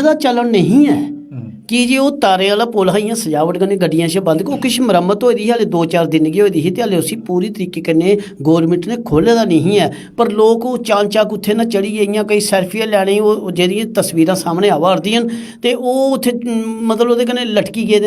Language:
Dogri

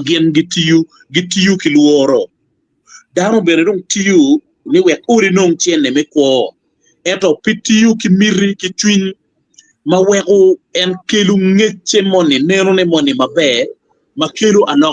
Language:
Acoli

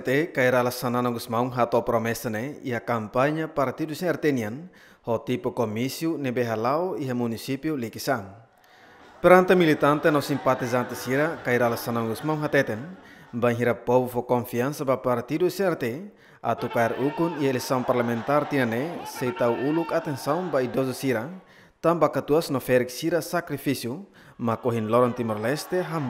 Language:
Tetum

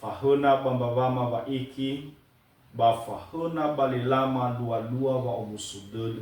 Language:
Nias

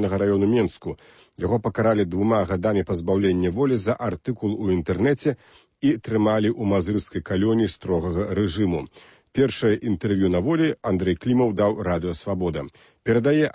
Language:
Belarusian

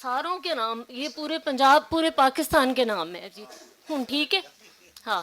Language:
Western Panjabi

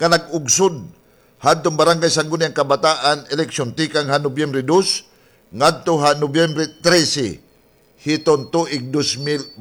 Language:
Waray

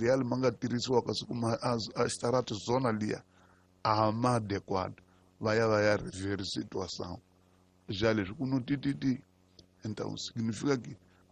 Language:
Tsonga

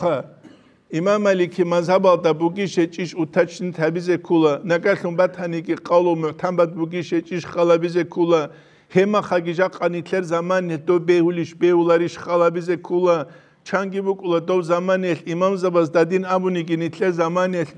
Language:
Avaric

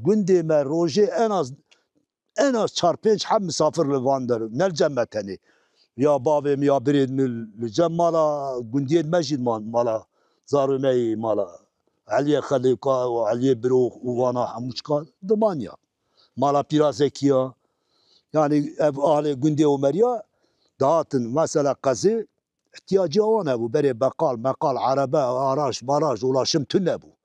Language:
Kurdish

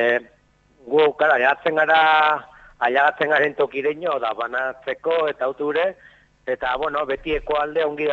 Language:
Basque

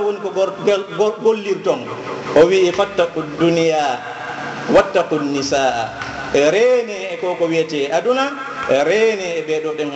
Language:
Fula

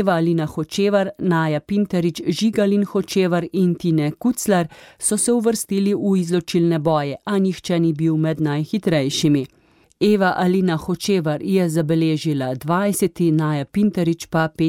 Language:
Slovenian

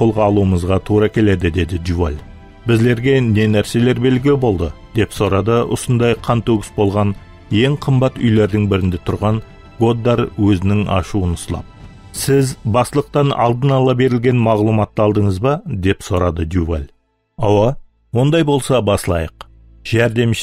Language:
Kara-Kalpak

